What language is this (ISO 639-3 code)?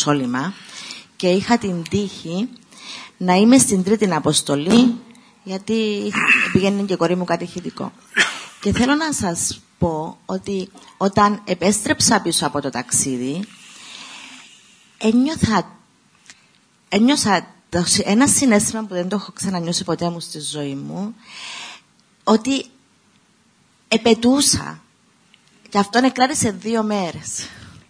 ell